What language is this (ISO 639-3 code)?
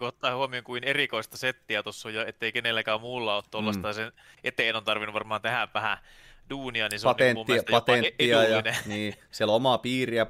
fin